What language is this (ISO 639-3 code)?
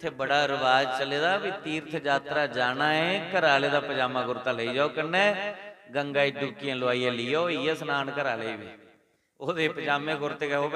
doi